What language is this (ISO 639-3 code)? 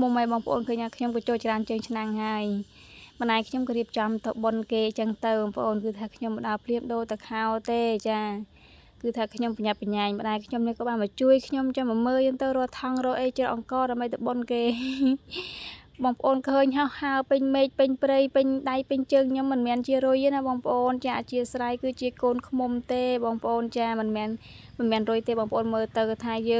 khm